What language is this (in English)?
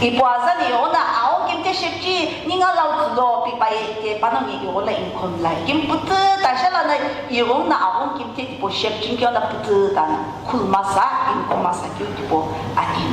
Sumi Naga